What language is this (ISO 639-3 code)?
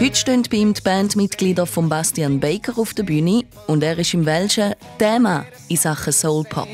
gsw